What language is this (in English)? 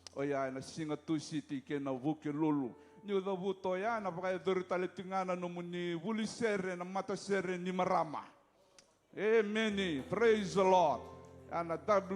Fijian